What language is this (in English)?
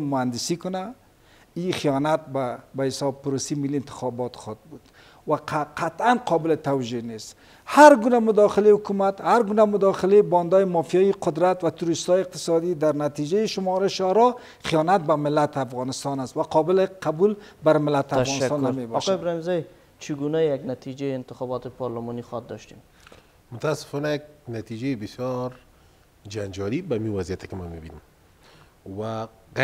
Persian